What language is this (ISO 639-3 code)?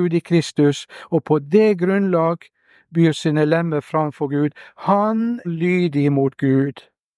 nor